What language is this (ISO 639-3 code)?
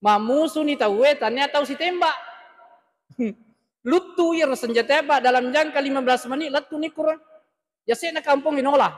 bug